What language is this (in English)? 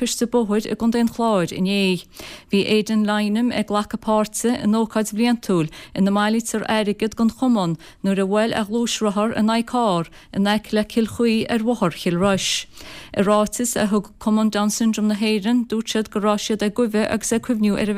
Irish